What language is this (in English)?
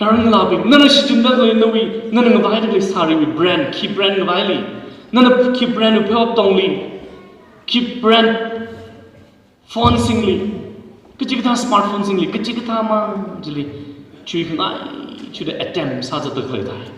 Tangkhul Naga (India)